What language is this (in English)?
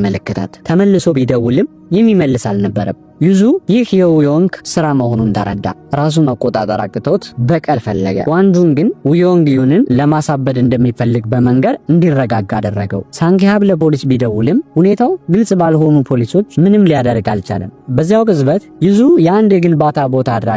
Amharic